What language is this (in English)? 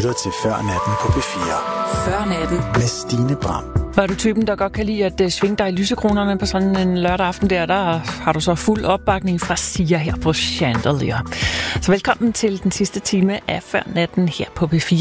Danish